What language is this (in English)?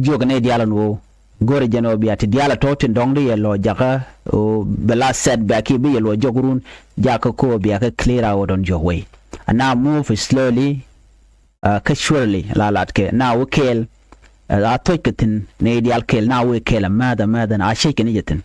Nuer